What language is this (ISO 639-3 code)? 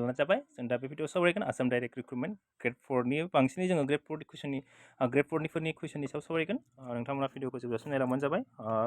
brx